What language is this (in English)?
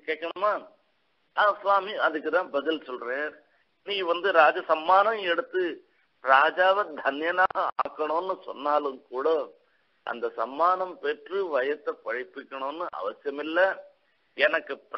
Tamil